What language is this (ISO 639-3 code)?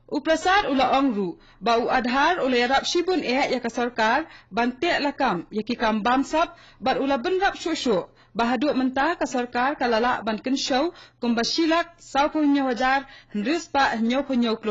kha